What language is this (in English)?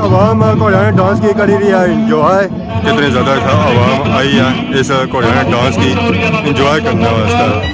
Pahari-Potwari